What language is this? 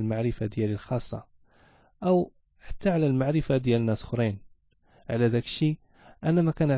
Moroccan Arabic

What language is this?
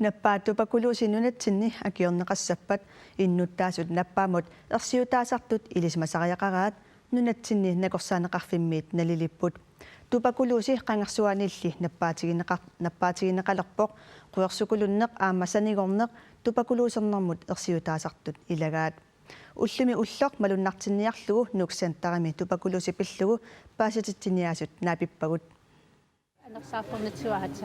Kalaallisut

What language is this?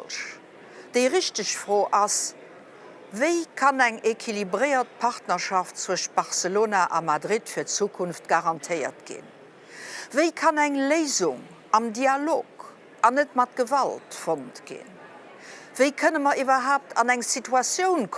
Luxembourgish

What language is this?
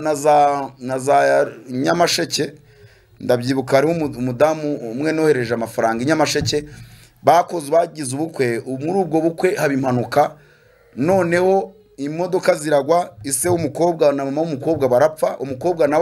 Kinyarwanda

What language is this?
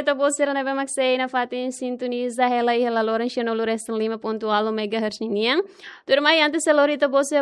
Tetum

